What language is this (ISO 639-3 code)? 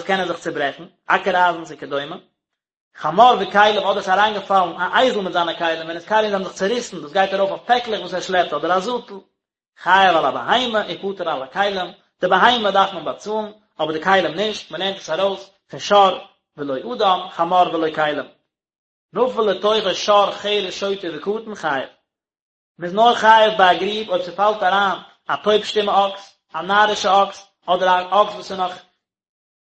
yid